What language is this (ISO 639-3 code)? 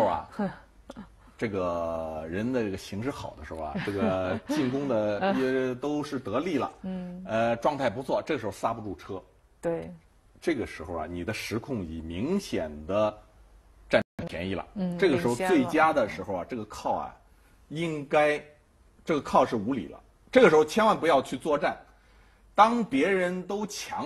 zho